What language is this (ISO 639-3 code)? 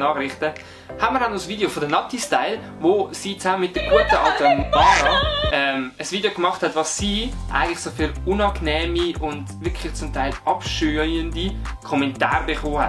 gsw